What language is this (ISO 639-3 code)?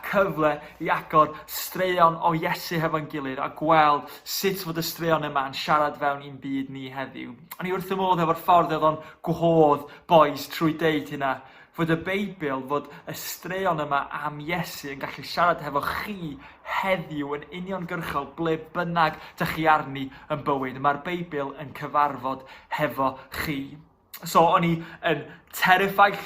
cym